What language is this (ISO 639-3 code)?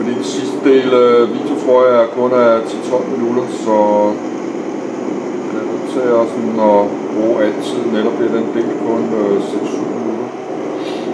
dan